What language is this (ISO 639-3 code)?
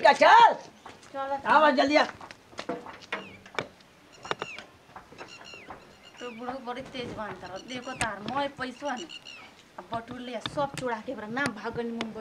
bho